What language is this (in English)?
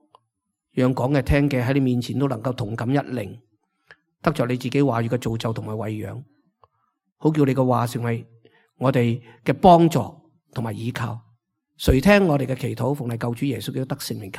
Cantonese